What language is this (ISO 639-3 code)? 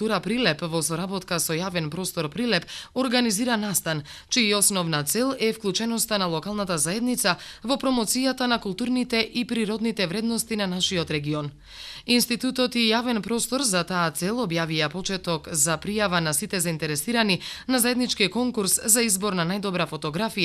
mkd